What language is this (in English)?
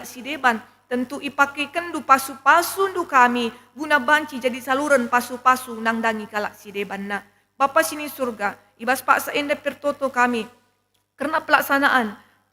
Batak Karo